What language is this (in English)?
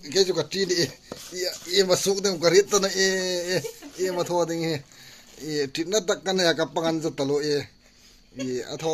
Hmar